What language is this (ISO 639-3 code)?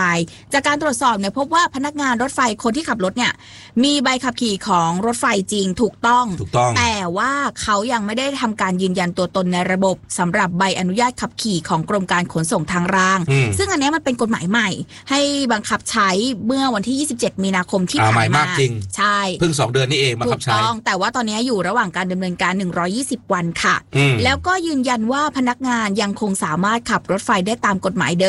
tha